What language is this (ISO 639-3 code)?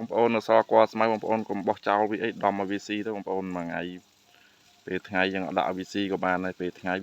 khm